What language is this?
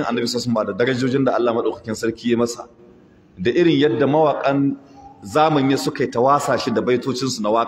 Hausa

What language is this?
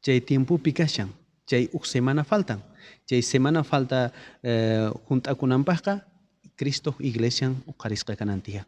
South Bolivian Quechua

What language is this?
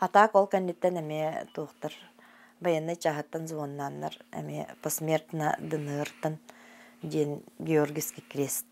Yakut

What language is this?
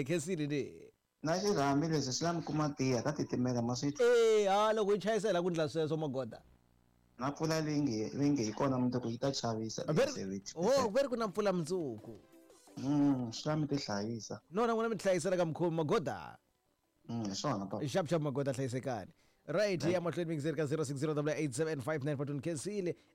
Tsonga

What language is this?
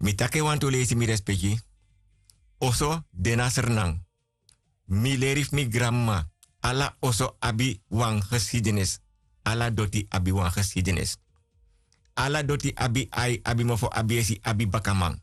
Sranan Tongo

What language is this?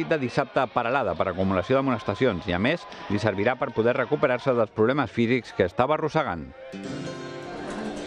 Catalan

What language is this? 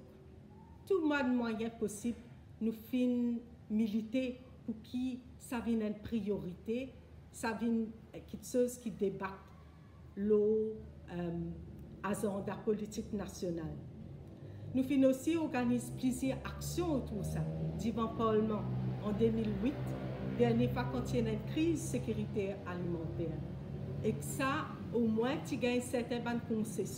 Morisyen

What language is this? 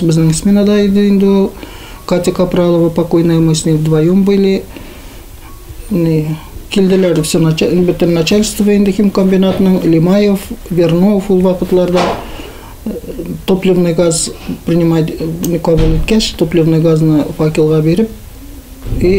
Tatar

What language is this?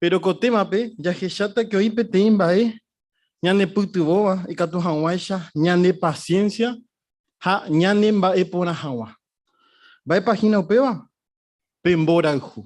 Guarani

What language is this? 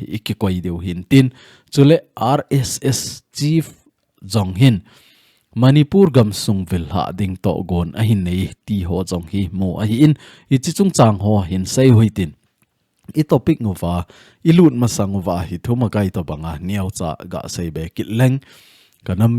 Thado Chin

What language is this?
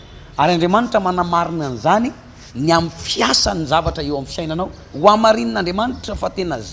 Malagasy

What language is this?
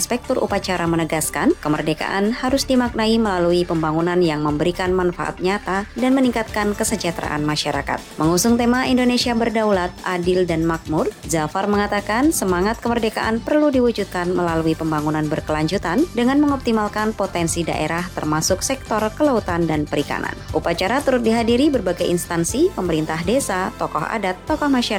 Indonesian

